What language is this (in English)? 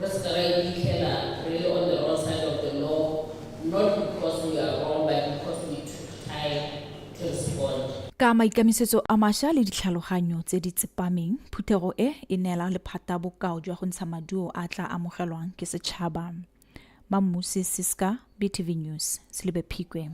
Tswana